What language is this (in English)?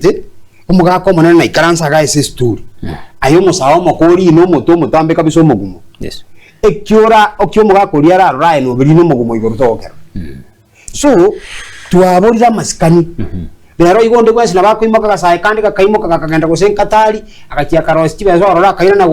Gusii